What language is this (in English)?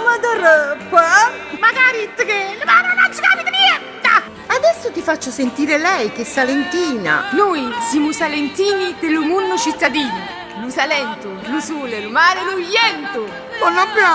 Neapolitan